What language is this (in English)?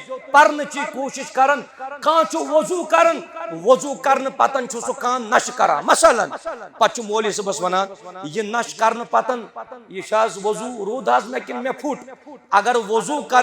Kashmiri